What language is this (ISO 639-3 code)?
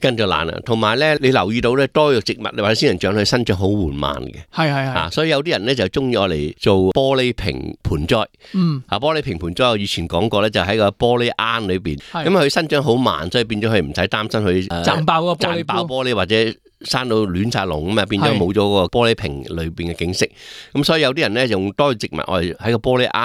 yue